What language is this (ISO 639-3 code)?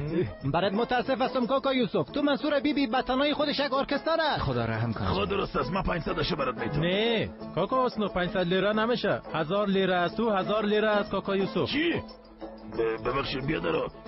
fas